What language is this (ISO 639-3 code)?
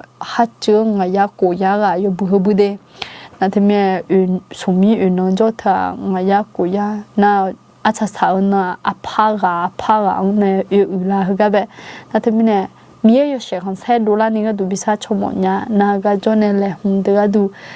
ahk